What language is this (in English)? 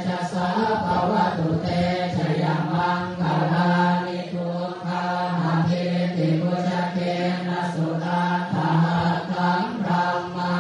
Pali